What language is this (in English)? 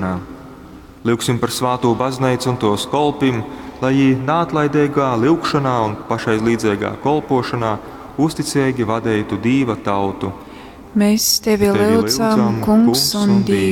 Latgalian